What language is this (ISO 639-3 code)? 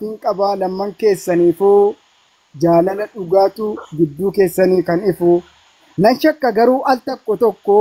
orm